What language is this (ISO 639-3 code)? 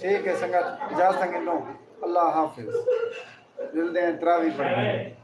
skr